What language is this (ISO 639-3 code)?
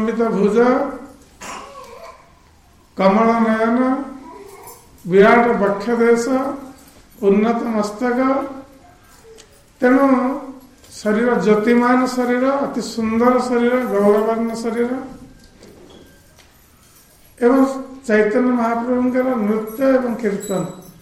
ori